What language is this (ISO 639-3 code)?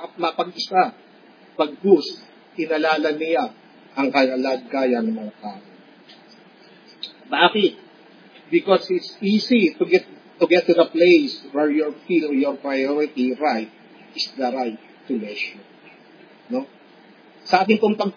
fil